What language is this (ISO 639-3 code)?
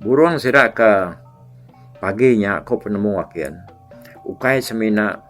iba